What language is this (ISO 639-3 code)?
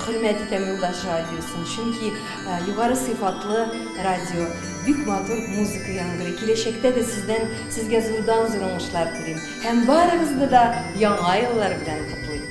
bak